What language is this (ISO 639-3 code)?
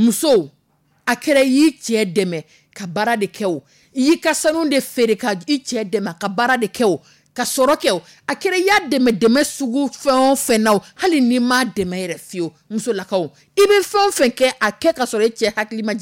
dyu